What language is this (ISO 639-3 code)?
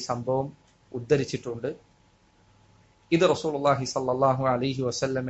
mal